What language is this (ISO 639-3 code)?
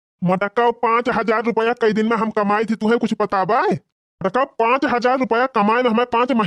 awa